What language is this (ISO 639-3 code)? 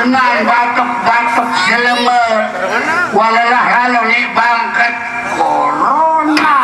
sas